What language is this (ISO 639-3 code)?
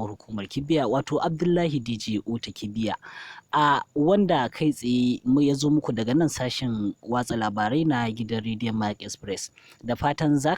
hau